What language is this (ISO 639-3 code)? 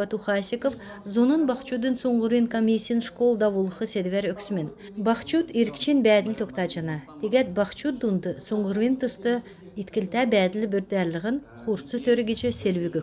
xal